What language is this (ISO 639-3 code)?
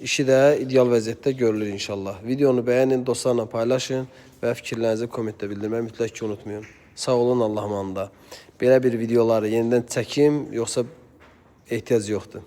aze